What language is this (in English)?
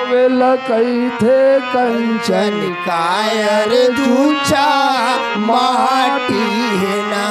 Chhattisgarhi